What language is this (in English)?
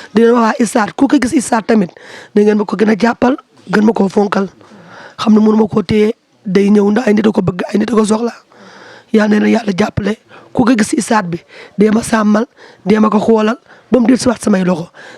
Wolof